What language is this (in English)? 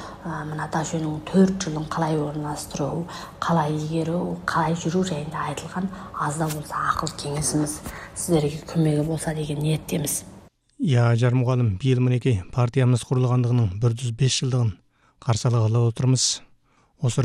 Kazakh